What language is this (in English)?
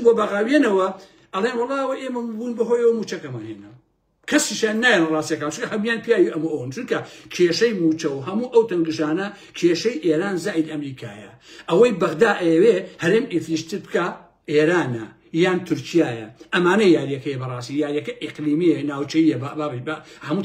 Central Kurdish